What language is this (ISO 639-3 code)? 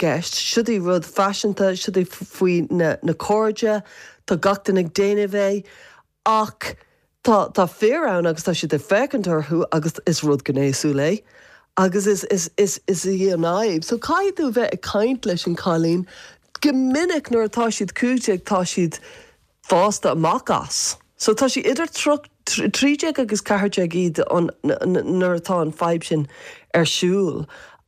gle